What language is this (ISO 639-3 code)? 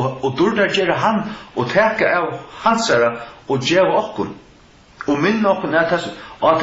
fao